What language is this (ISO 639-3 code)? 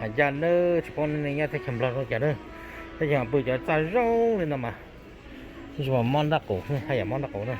hmn